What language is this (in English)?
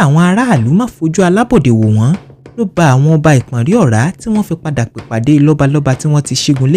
Yoruba